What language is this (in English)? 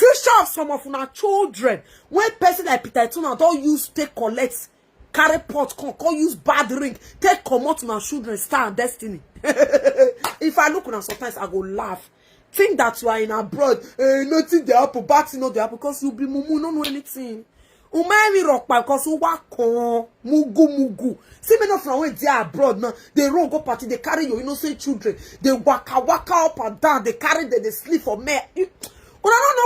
Nigerian Pidgin